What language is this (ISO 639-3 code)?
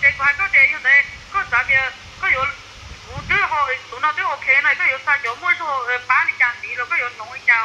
hmn